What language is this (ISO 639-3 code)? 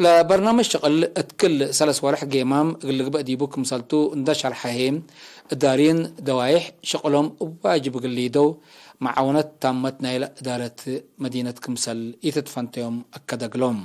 tig